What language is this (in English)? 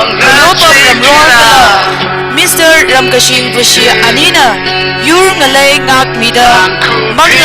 Tangkhul Naga (India)